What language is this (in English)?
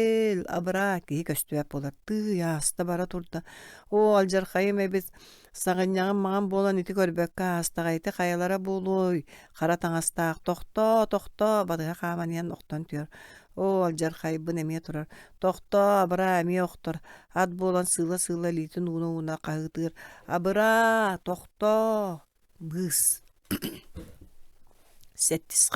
Yakut